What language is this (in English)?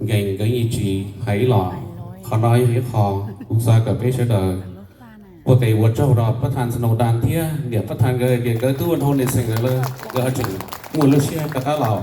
Hmong